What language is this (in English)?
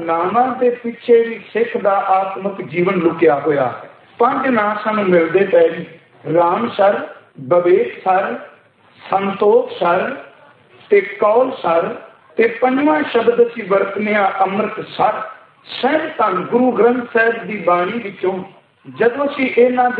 Punjabi